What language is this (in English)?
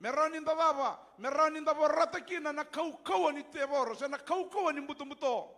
Fijian